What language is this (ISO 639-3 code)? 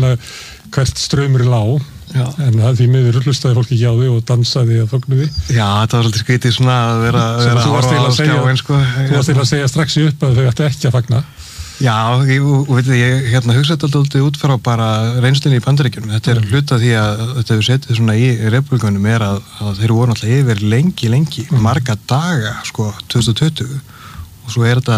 isl